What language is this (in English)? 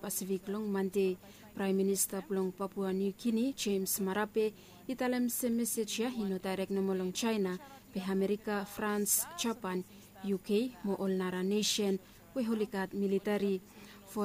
Bislama